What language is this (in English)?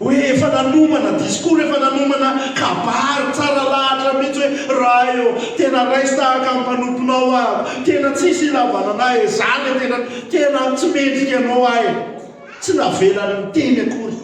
Malagasy